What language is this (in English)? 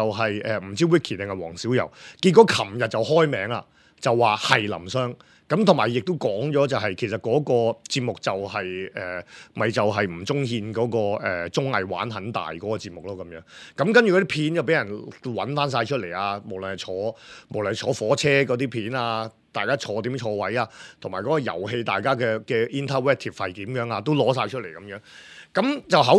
Cantonese